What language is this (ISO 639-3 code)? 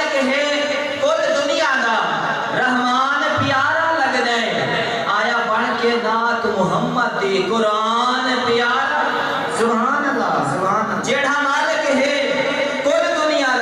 skr